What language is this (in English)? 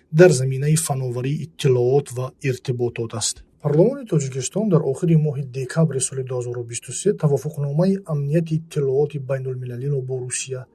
Tajik